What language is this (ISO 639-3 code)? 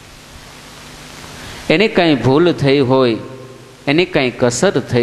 guj